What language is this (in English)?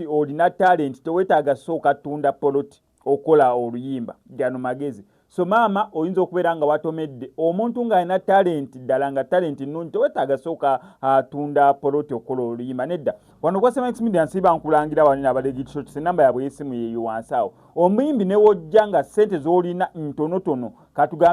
Ganda